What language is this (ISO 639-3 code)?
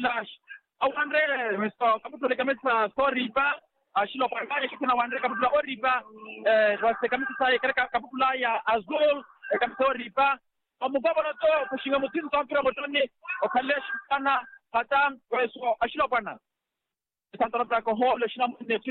swa